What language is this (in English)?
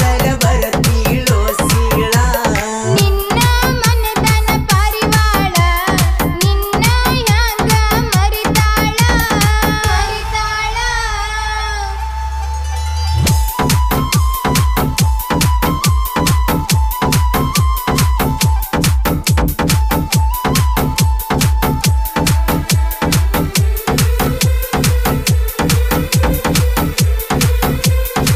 Kannada